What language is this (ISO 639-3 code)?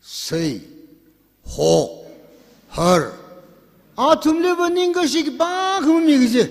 nmf